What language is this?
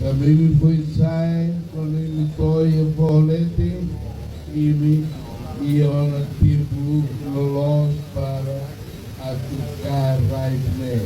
Tetum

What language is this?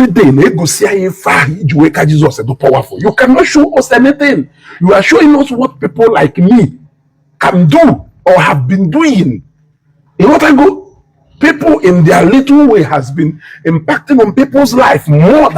Igbo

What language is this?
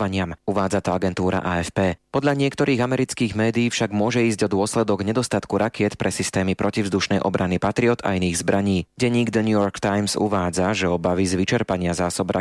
Slovak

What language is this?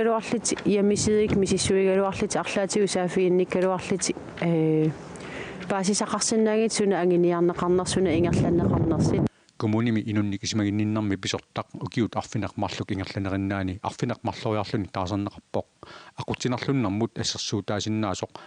Kalaallisut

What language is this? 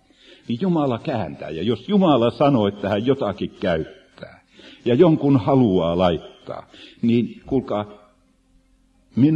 Finnish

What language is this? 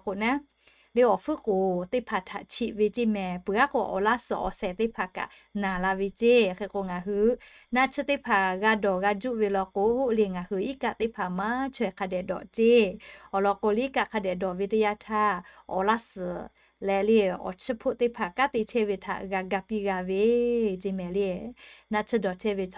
Lahu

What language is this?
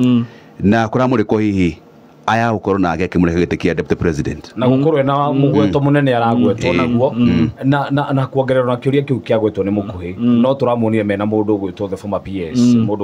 Kikuyu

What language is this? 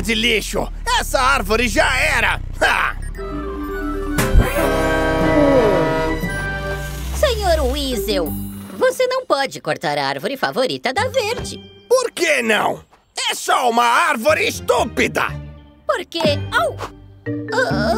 Portuguese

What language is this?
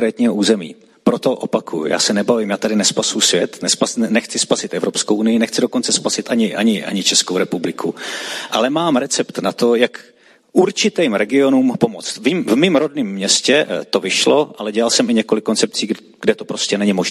Czech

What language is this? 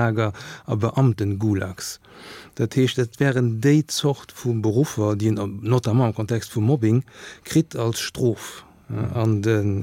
Luxembourgish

